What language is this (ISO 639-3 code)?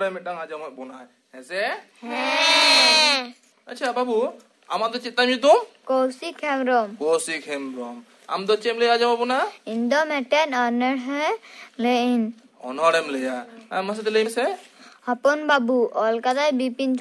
sat